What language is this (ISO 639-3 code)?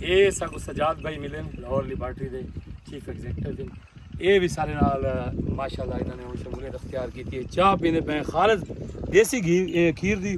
skr